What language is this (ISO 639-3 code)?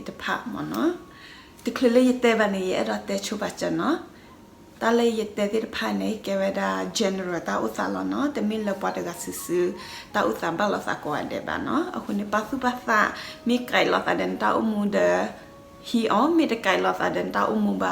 ksw